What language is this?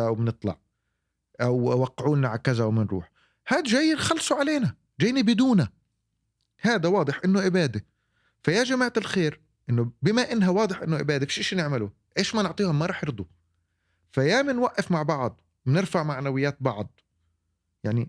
North Levantine Arabic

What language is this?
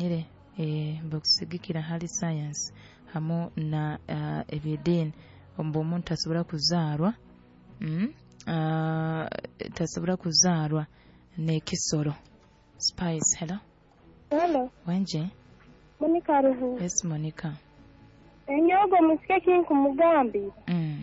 Nyoro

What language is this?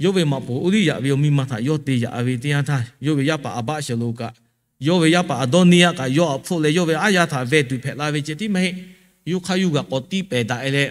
Lahu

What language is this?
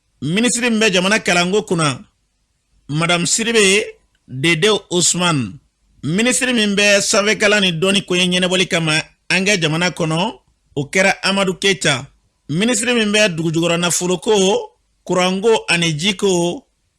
Bambara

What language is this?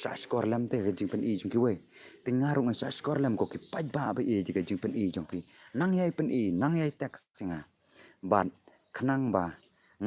Khasi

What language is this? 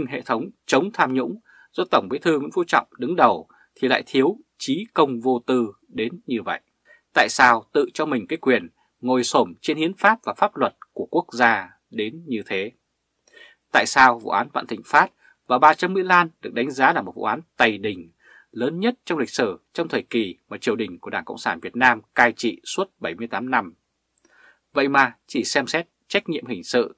Vietnamese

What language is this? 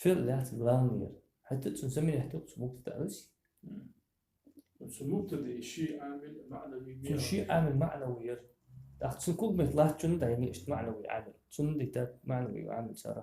Ingush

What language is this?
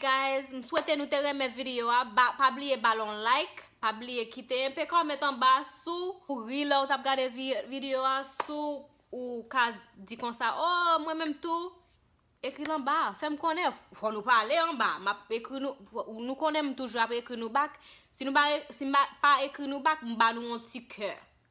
Haitian Creole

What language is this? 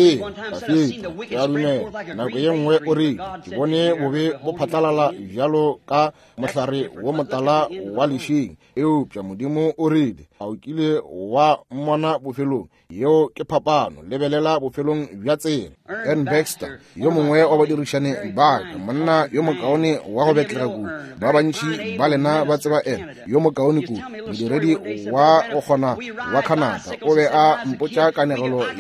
Northern Sotho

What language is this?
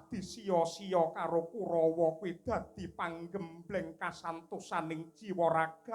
Javanese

